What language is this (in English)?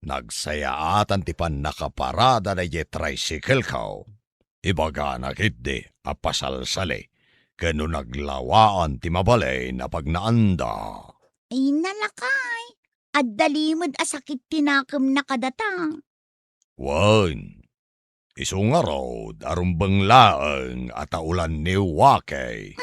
Iloko